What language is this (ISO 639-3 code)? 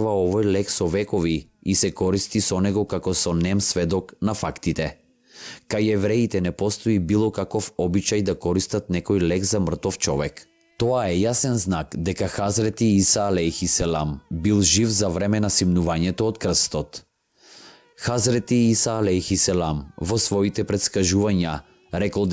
mkd